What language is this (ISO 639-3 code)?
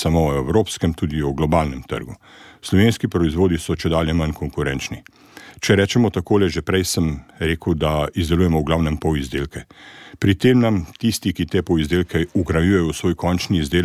slv